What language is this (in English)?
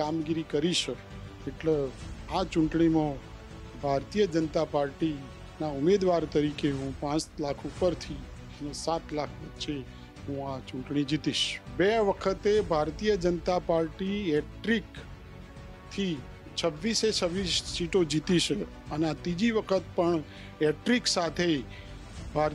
Gujarati